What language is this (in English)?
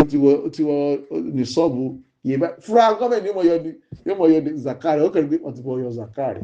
Yoruba